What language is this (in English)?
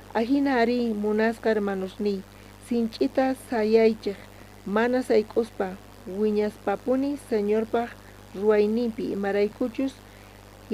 South Bolivian Quechua